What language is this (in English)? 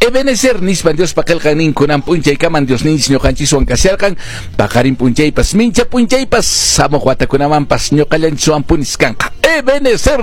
Quechua